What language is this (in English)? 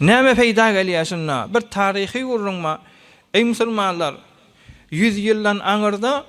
Turkmen